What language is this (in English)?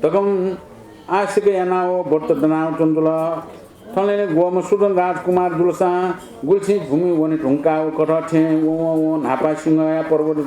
Newari